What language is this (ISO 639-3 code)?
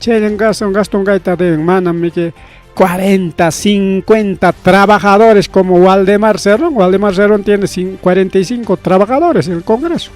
quy